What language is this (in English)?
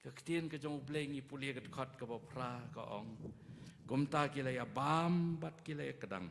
Khasi